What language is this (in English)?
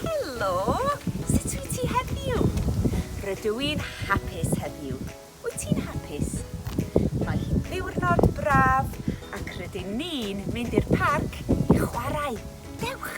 Welsh